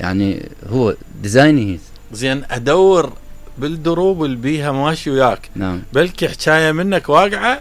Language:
Mesopotamian Arabic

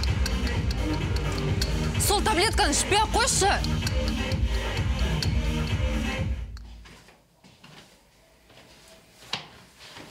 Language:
Kazakh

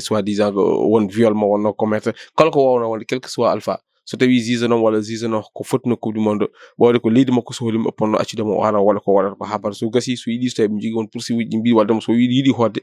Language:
Fula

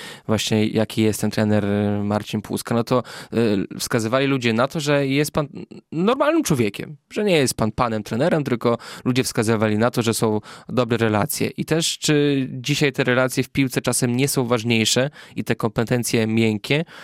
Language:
Polish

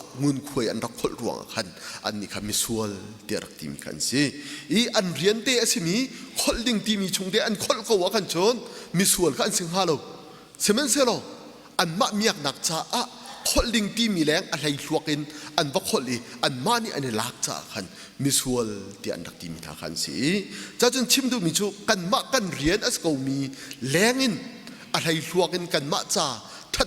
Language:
Hakha Chin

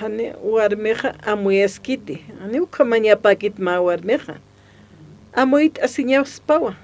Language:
Aymara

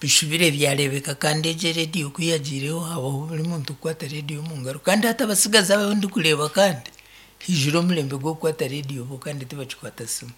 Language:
Nyankole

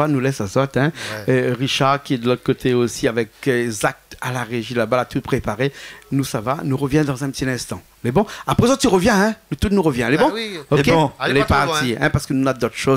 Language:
Réunion Creole French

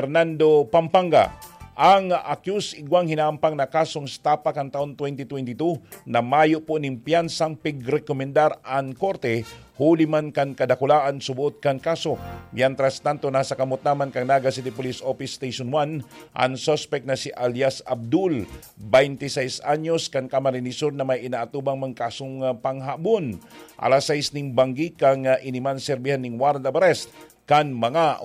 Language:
Bikol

